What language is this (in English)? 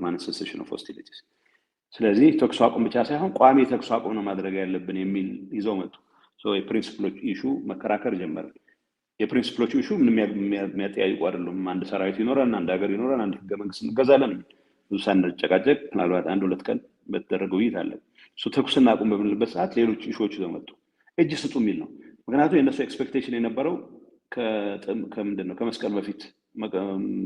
Amharic